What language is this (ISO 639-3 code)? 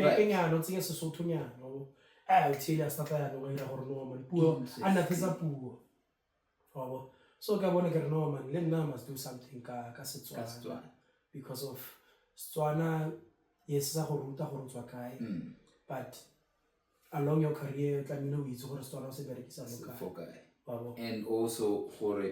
tsn